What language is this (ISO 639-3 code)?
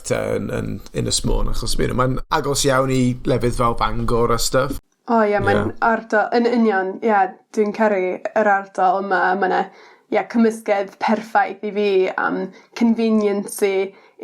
cym